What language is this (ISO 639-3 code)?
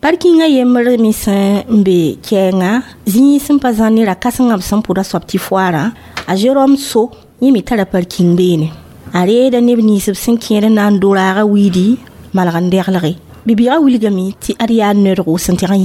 mos